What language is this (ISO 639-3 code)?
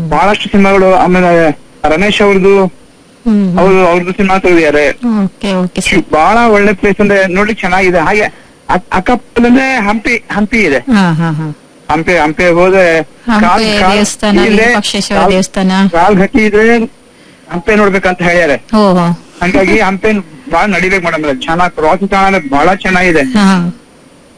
kan